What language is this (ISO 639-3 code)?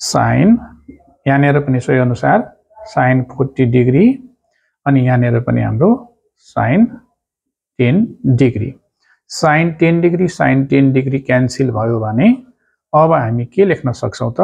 nep